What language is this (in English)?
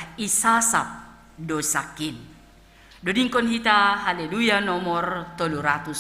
Batak Simalungun